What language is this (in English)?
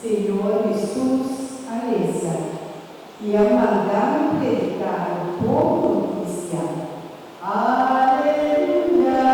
Papiamento